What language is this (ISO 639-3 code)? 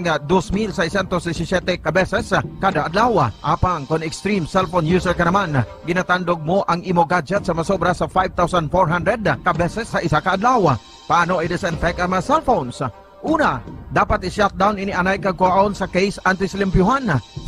hil